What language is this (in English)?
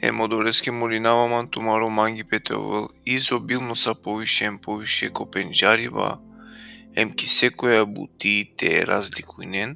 Balkan Romani